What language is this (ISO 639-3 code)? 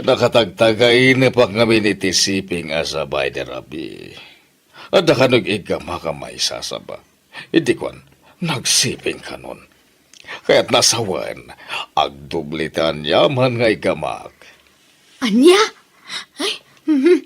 ilo